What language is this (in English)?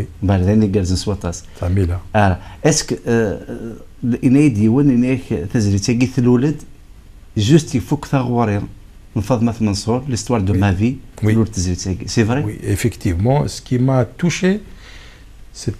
Kabyle